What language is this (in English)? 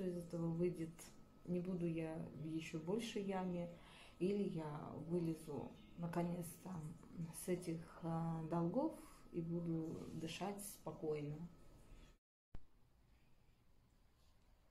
Russian